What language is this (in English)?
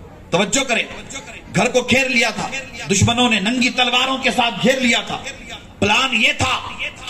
Urdu